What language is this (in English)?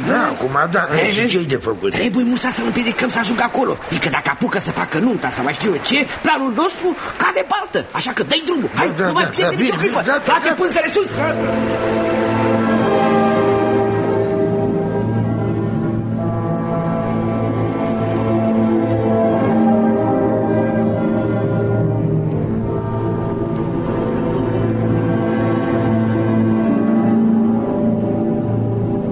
Romanian